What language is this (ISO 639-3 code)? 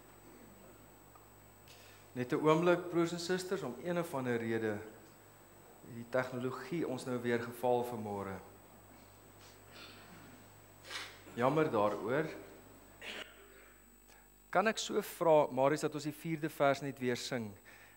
afr